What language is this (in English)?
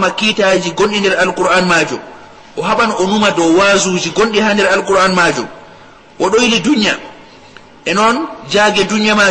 Fula